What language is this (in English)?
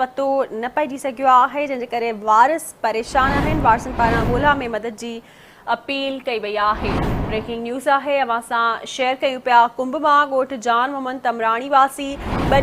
Sindhi